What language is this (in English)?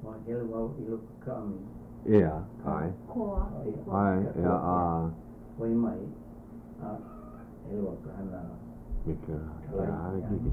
Hawaiian